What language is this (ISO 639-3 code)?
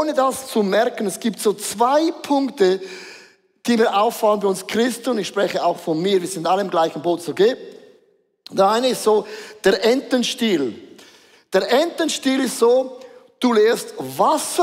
gsw